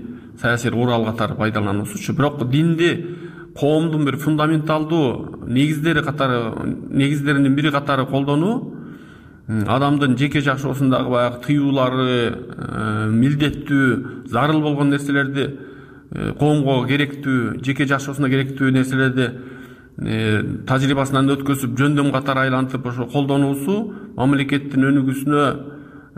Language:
Kyrgyz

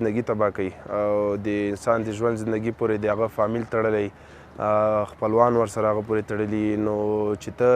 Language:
Pashto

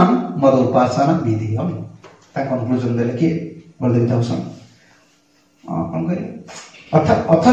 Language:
Odia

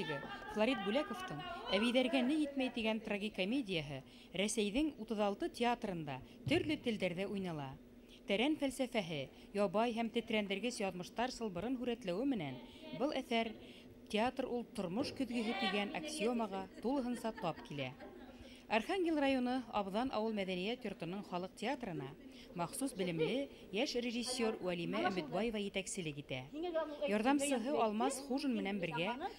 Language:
Bashkir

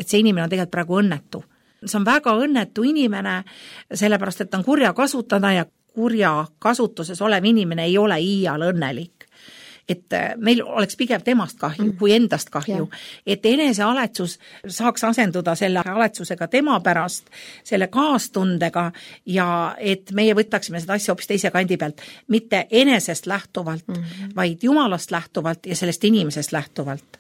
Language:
Estonian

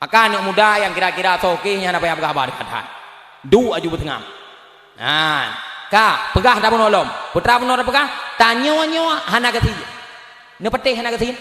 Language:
Achinese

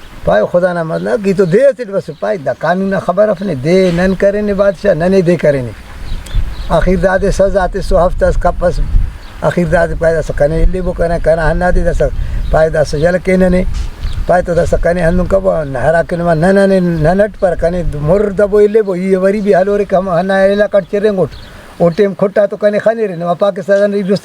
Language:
Brahui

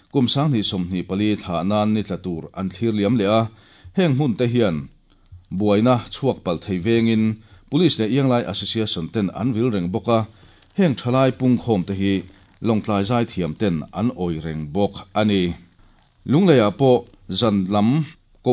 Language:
Mizo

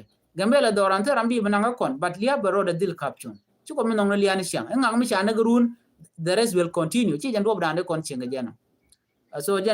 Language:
Nuer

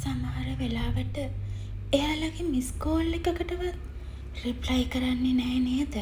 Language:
Sinhala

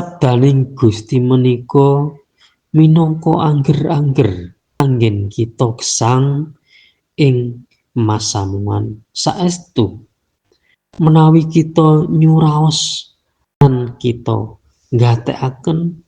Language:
Javanese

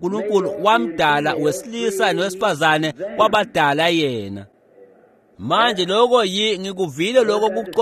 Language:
Swati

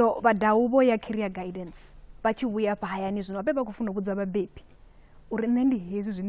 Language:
Venda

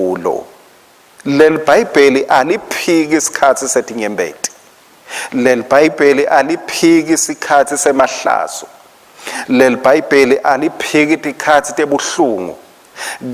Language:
Swati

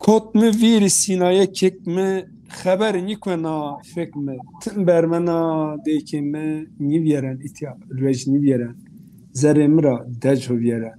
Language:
Zaza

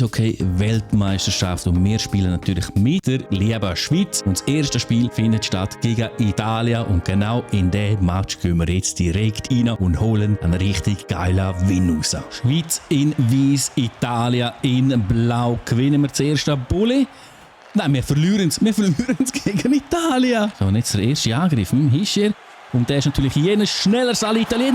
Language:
Swiss German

